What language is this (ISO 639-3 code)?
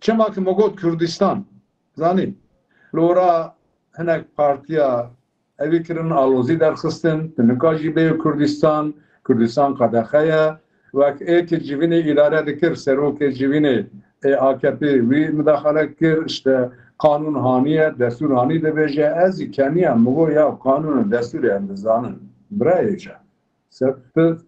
kur